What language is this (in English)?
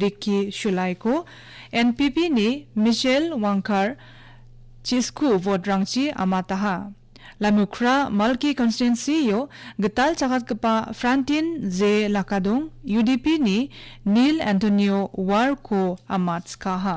Garo